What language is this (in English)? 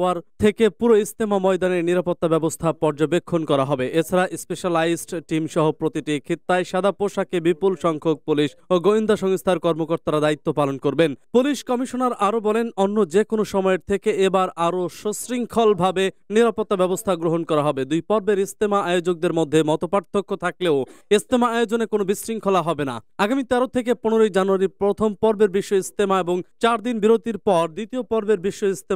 Bangla